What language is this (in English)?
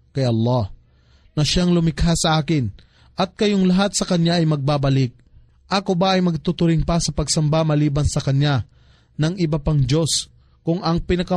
Filipino